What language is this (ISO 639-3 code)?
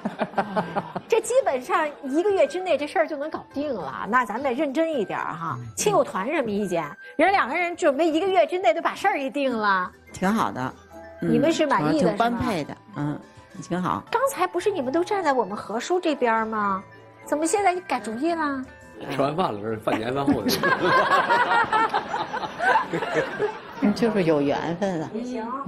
zho